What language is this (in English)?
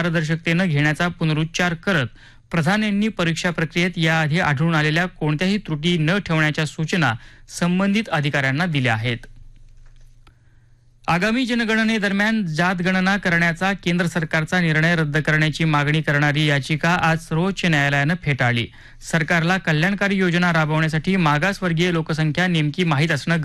Marathi